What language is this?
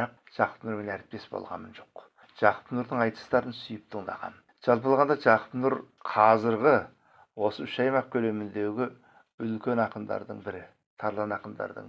Kazakh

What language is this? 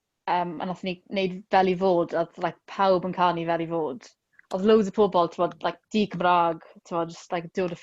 Welsh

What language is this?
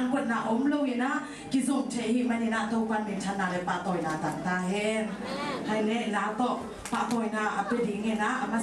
Tedim Chin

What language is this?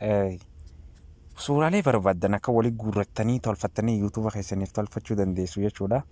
Oromo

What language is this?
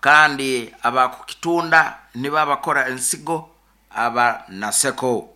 Nyoro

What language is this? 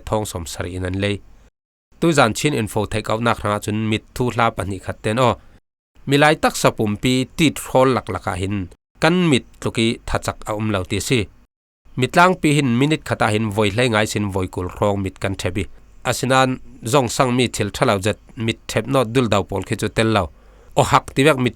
Falam Chin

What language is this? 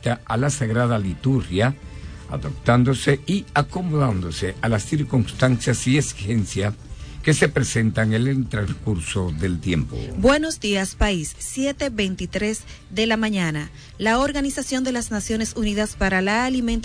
Spanish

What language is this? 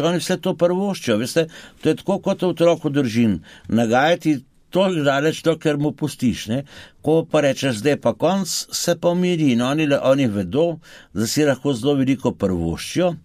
Slovenian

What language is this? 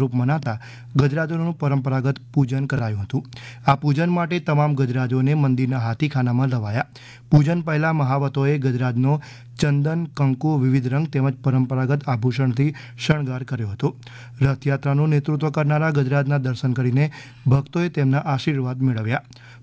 Gujarati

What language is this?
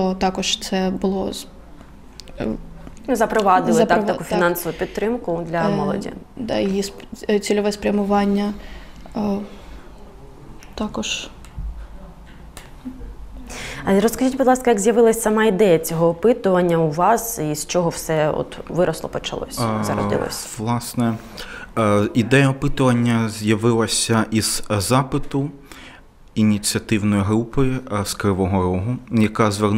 Ukrainian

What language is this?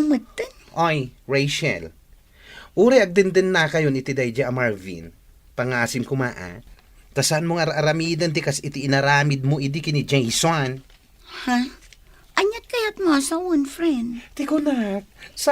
Iloko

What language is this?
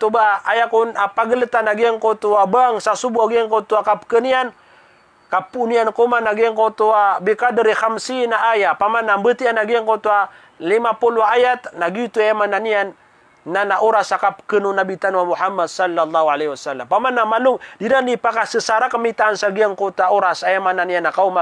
Maranao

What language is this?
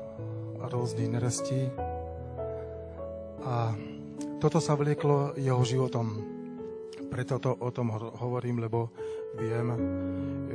Slovak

